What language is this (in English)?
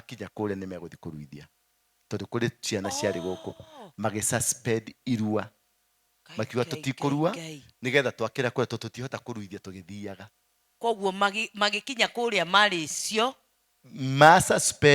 Kikuyu